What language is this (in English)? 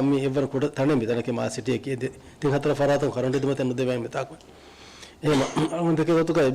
Divehi